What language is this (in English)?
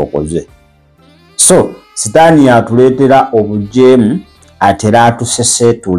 Ganda